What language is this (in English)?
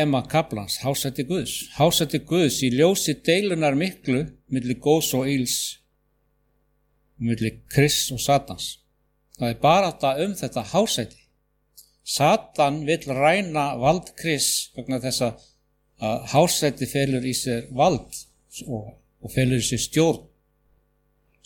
Icelandic